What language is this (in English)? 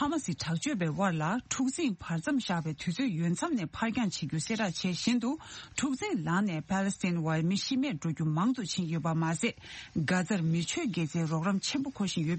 Tibetan